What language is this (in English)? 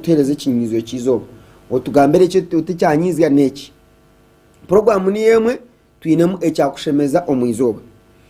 Nyankole